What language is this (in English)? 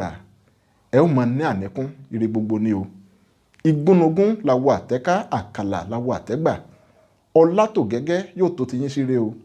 Yoruba